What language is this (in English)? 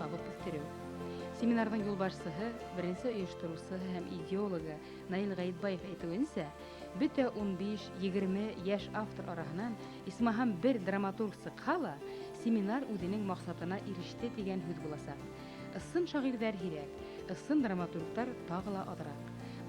Bashkir